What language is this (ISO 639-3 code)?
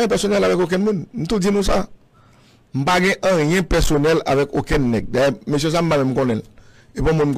hat